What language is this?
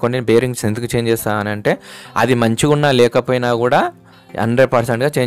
Telugu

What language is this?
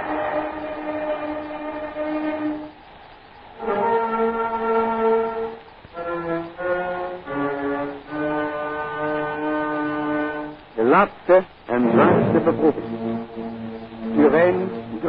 Dutch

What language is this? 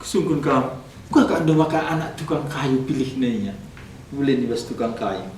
Batak Karo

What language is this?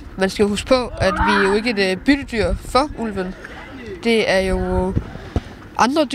Danish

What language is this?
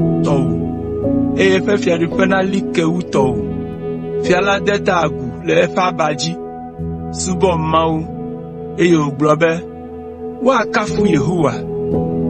Ewe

